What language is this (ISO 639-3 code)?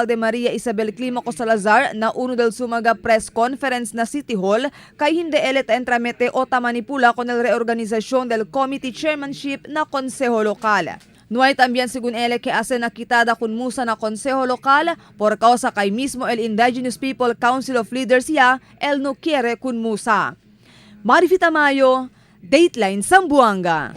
cbk